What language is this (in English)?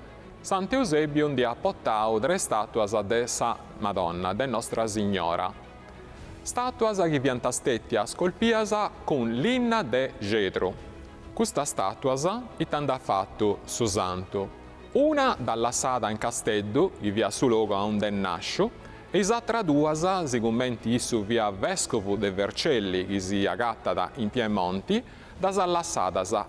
Sardinian